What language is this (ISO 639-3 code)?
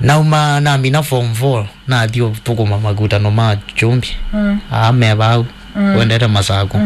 kam